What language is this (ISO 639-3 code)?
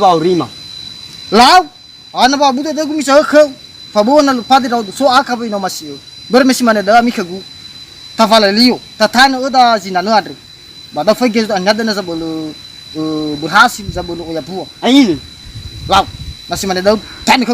nia